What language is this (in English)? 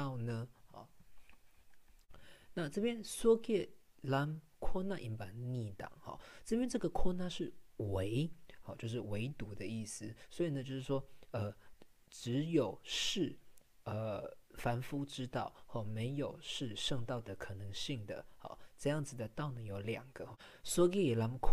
Chinese